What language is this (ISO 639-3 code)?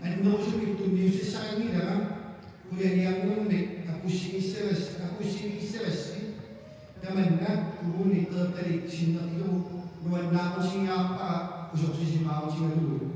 kal